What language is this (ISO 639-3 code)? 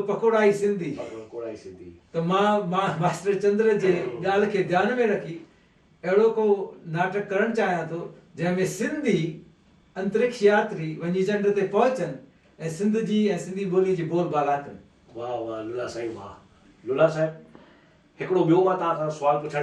snd